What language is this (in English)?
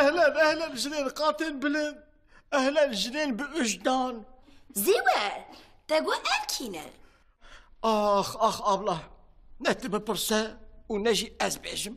Kurdish